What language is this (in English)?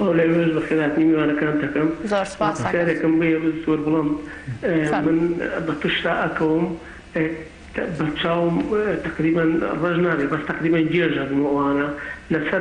Central Kurdish